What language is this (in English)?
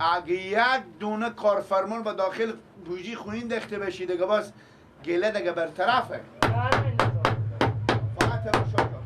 Persian